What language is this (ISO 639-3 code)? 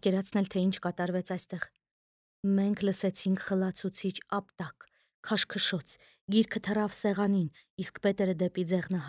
hye